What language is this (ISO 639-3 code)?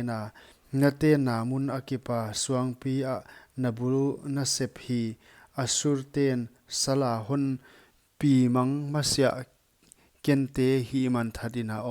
pck